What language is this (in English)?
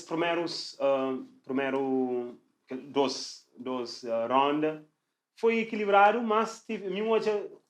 Kabuverdianu